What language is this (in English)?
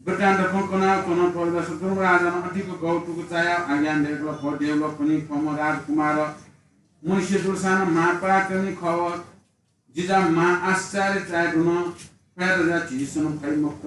Newari